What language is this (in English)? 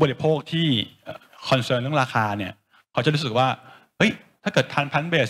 Thai